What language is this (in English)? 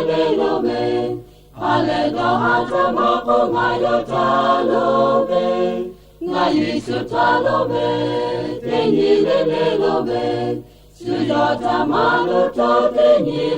Lahu